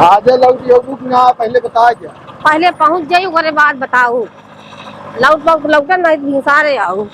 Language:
Awadhi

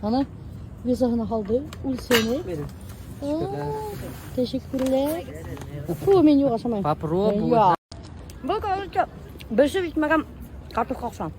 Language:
Bashkir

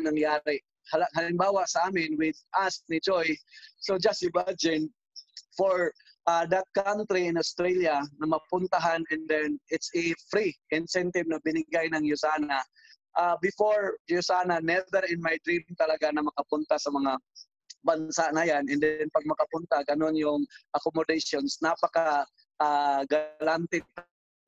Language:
Filipino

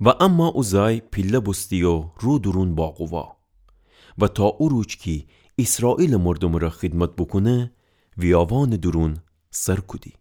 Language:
Gilaki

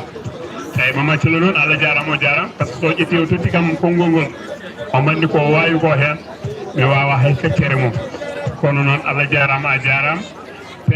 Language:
Fula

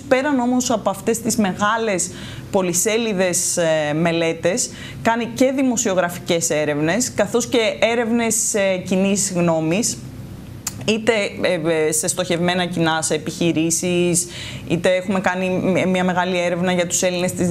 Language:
Greek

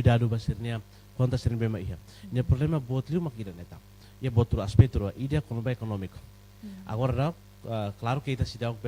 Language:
Tetum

